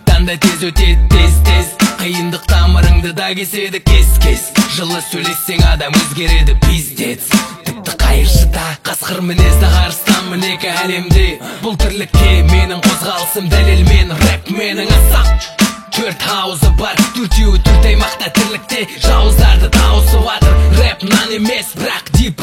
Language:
Kazakh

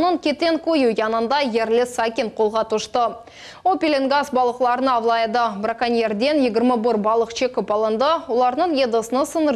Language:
Crimean Tatar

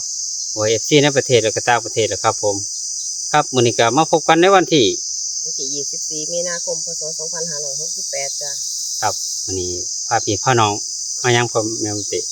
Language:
Northeastern Thai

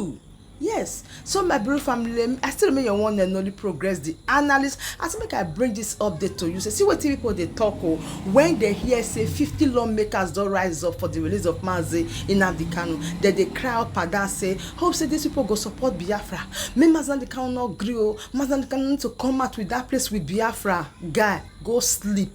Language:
Nigerian Pidgin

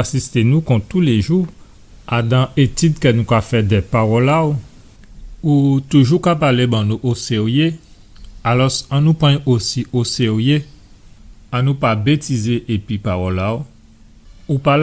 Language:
Guadeloupean Creole French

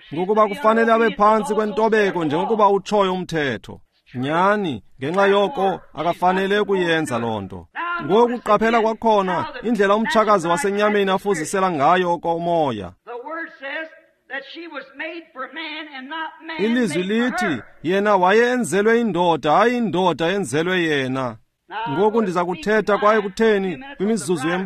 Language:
Xhosa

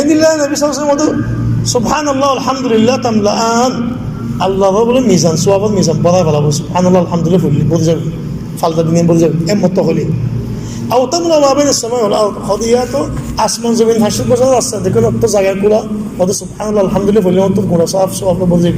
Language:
Rohingya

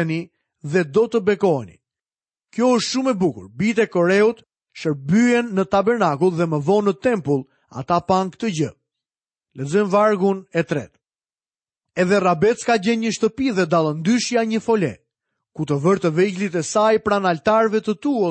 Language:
Albanian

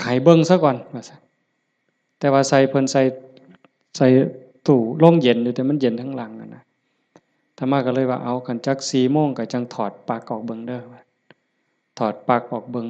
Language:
Lao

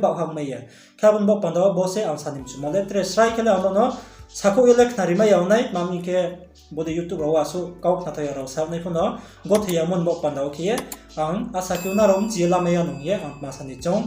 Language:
Riang (India)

